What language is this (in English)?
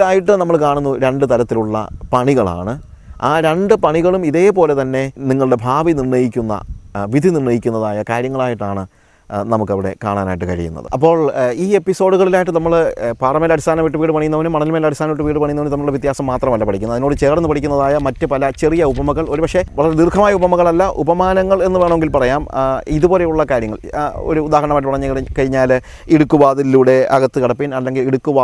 Malayalam